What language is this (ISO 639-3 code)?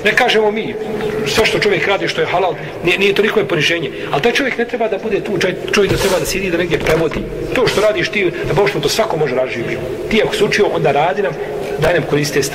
bos